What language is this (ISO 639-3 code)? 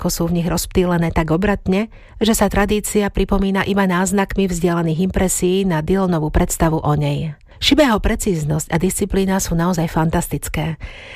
slk